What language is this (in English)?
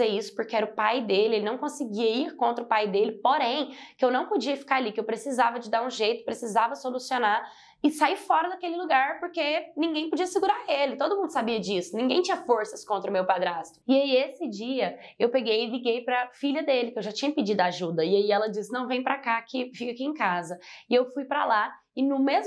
Portuguese